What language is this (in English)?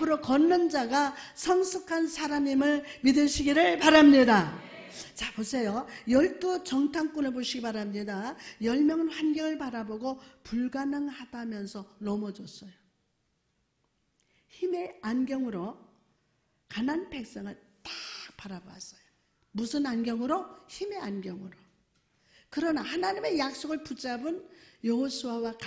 Korean